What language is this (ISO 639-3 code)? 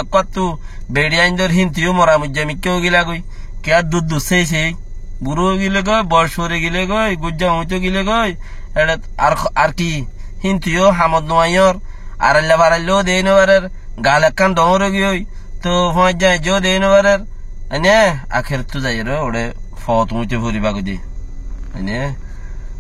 rhg